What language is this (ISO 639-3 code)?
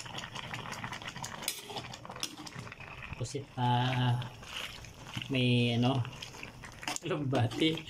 fil